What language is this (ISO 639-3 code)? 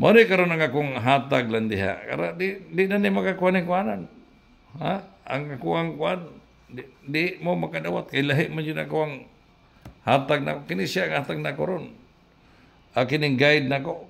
ceb